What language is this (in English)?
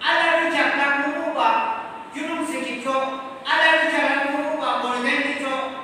Yimchungru Naga